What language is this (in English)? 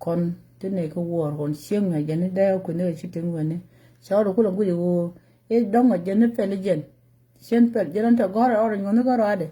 Nuer